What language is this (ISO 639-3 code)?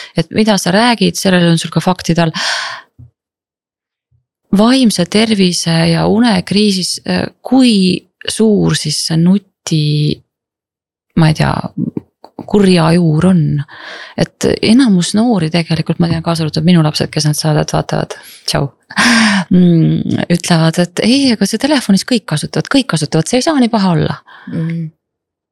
est